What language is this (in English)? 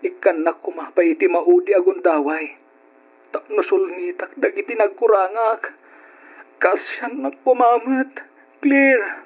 Iloko